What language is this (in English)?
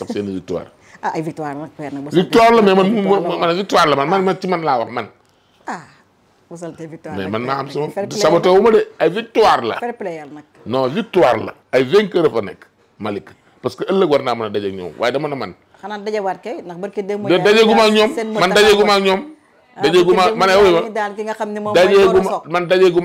Wolof